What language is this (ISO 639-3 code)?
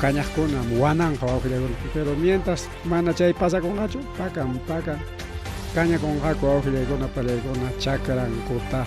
quy